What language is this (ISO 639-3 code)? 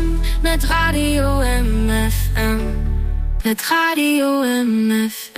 nld